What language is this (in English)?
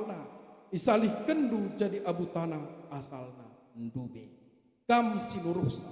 Batak Karo